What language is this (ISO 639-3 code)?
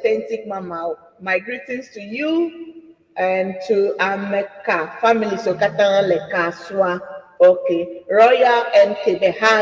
ewe